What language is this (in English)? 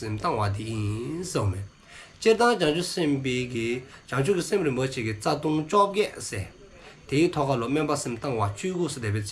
Dzongkha